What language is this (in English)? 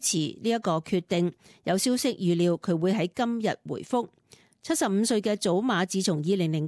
Cantonese